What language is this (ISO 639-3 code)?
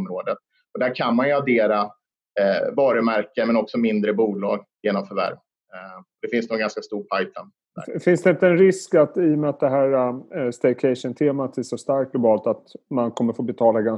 swe